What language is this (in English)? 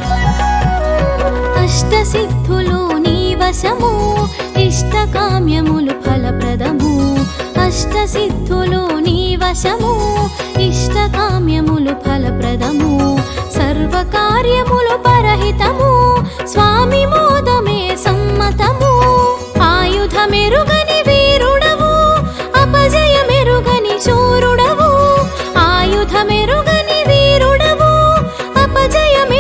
Telugu